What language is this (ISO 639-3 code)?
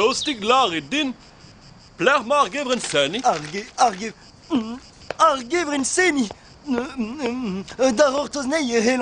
bre